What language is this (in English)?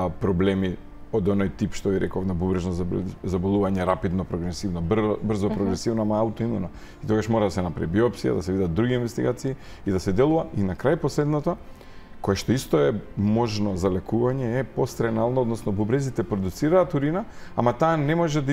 Macedonian